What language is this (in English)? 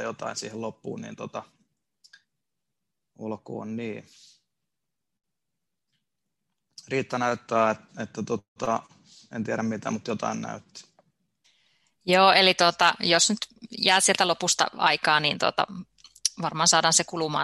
Finnish